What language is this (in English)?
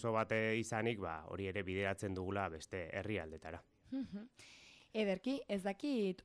Basque